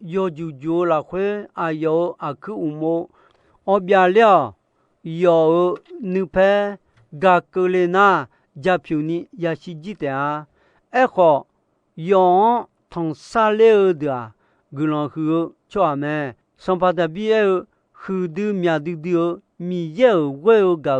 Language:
Akha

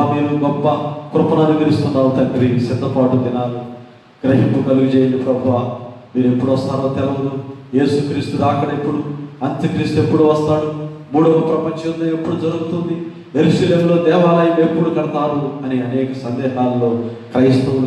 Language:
Telugu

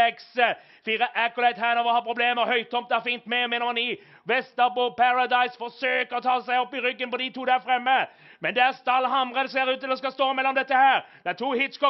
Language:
Norwegian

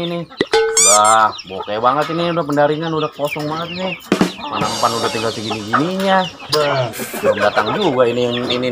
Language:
Betawi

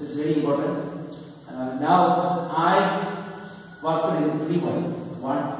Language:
Malayalam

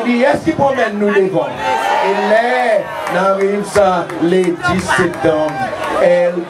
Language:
Seselwa Creole French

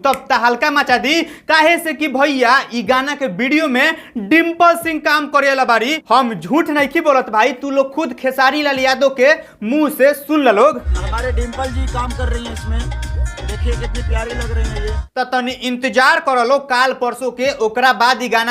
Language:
Bhojpuri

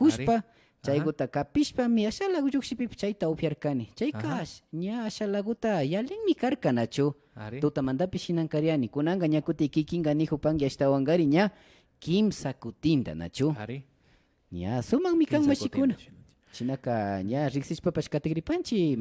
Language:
Imbabura Highland Quichua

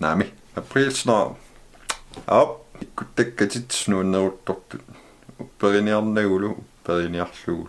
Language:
Kalaallisut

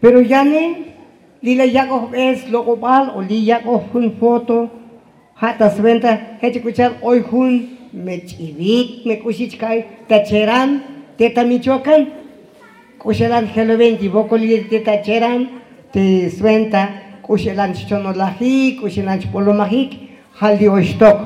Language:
Tzotzil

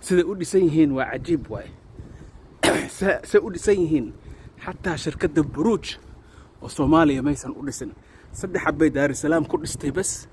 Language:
Somali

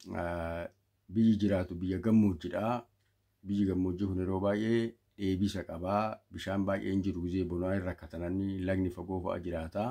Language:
Oromo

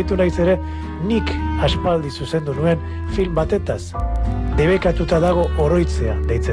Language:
Basque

